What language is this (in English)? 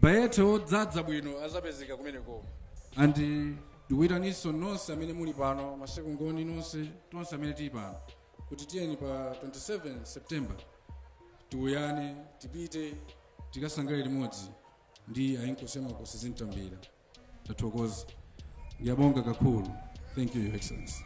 Nyanja